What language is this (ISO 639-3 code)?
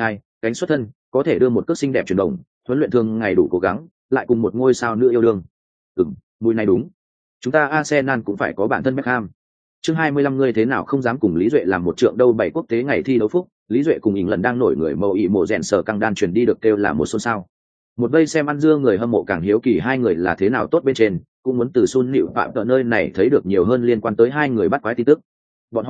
vie